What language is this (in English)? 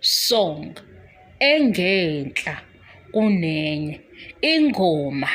Zulu